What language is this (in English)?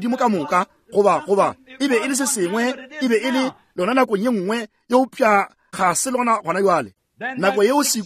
Northern Sotho